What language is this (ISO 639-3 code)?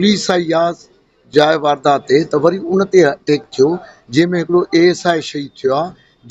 snd